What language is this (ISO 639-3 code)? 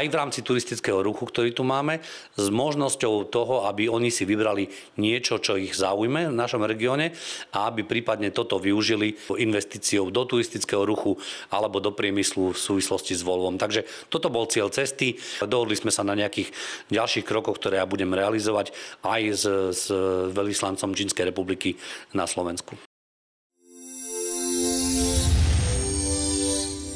slk